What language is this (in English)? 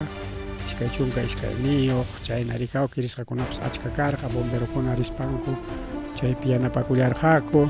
Ayacucho Quechua